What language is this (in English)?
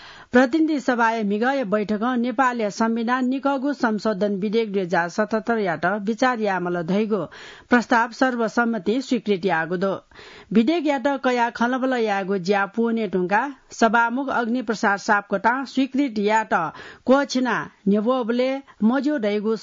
Newari